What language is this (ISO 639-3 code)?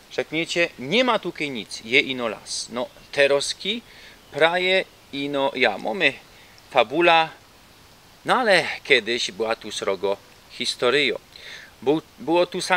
szl